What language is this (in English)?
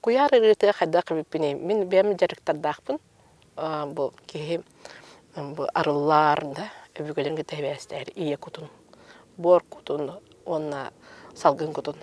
Yakut